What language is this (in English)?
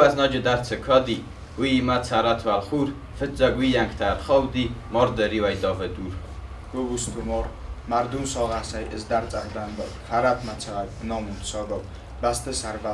Ossetic